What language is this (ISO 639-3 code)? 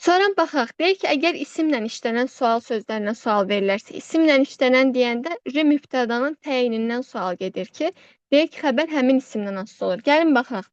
aze